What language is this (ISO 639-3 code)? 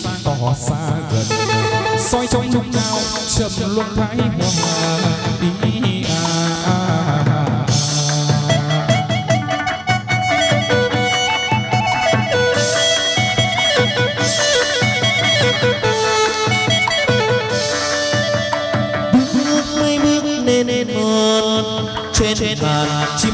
vie